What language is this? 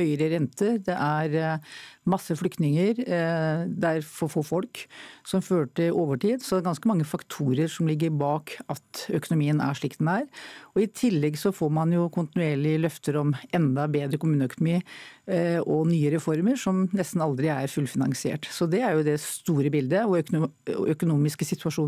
Norwegian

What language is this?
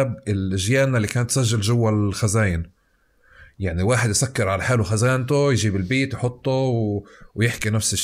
North Levantine Arabic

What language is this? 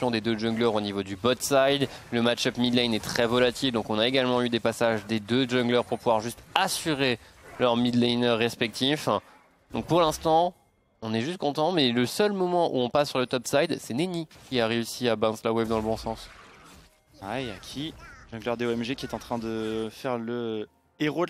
French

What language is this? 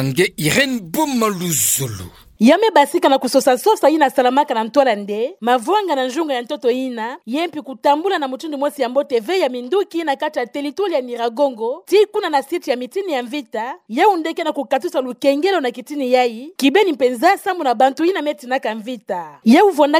Kituba (Democratic Republic of Congo)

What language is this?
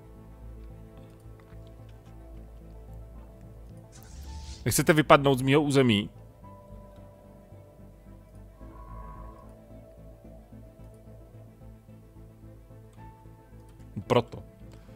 Czech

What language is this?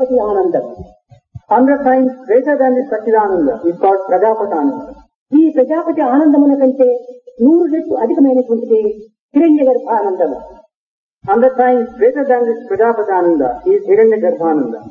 Telugu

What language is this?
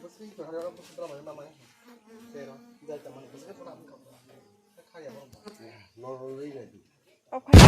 Kok Borok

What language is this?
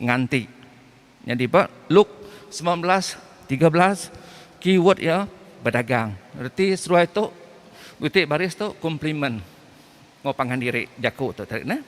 Iban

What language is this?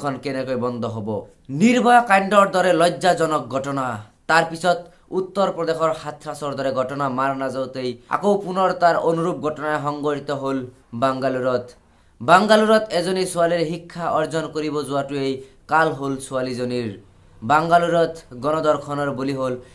Assamese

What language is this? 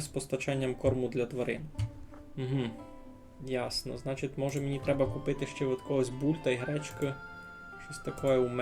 Rusyn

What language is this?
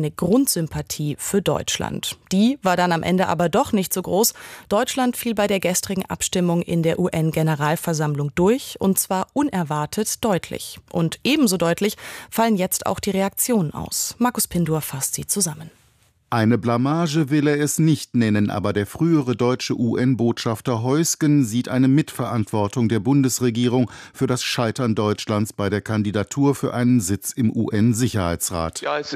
German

